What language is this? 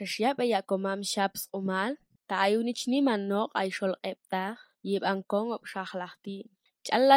Georgian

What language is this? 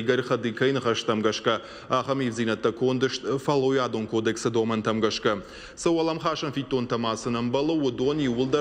Ossetic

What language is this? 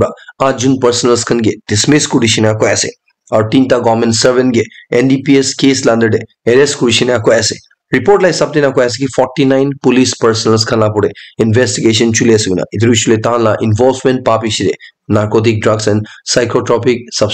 Naga Pidgin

